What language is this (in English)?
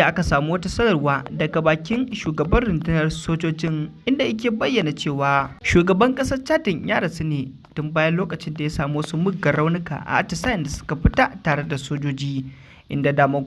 Hausa